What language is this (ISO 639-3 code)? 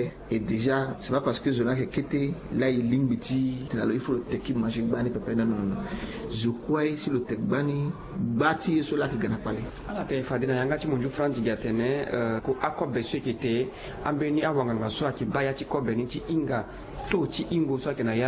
sag